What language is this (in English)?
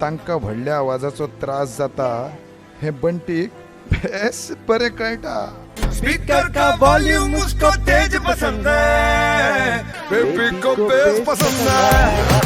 Konkani